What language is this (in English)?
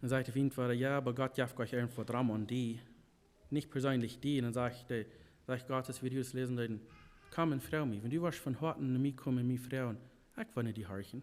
Plautdietsch